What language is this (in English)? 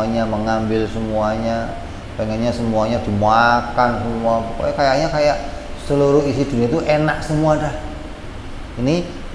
Indonesian